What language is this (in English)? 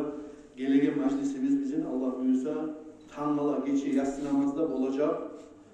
Kumyk